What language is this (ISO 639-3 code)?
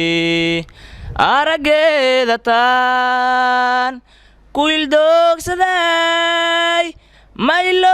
som